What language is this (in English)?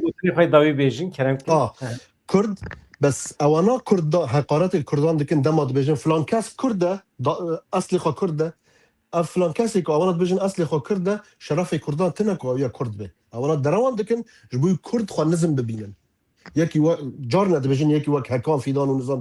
Kurdish